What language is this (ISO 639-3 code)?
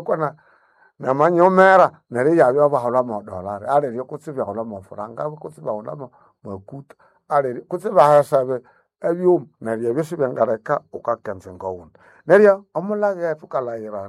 nnb